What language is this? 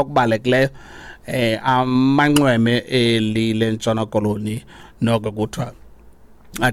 Xhosa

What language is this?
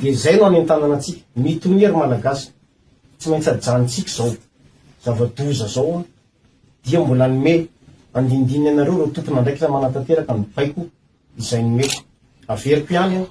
Malagasy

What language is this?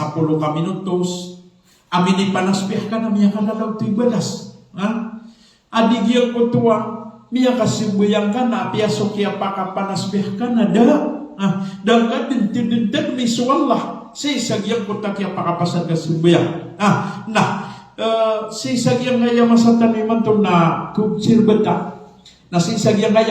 Maranao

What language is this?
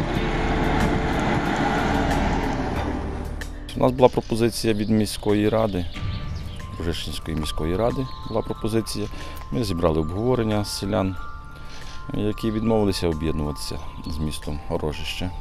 Ukrainian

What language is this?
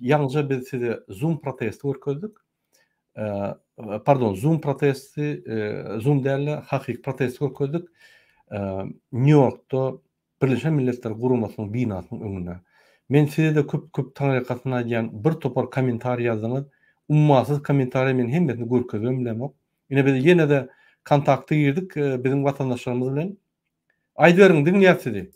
Turkmen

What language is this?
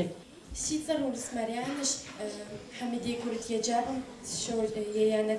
Kabardian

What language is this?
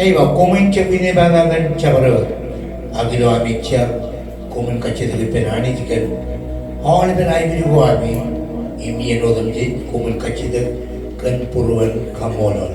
Marshallese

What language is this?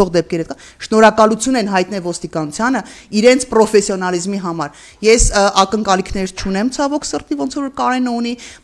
Armenian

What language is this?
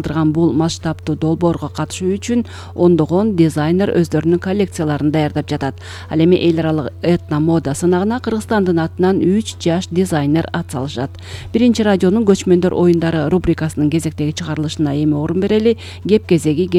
Kyrgyz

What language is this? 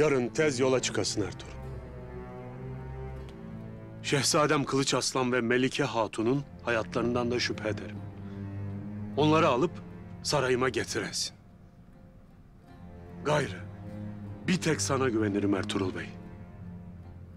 Turkish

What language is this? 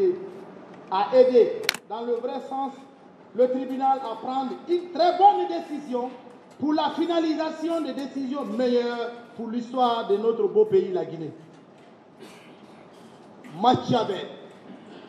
French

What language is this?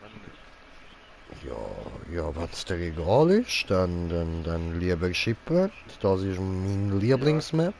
Swiss German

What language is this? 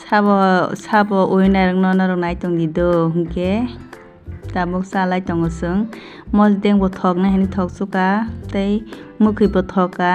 Kok Borok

